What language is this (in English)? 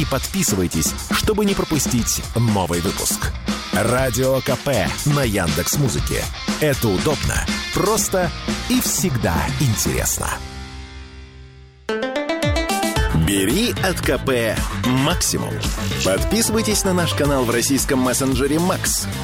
Russian